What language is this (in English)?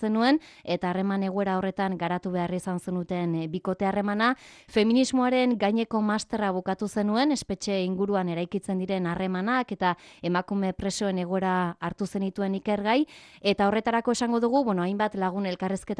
Basque